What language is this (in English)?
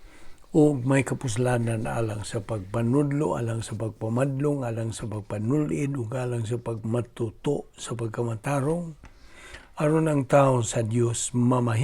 Cebuano